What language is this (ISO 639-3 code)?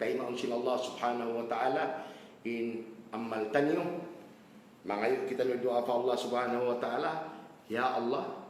tsg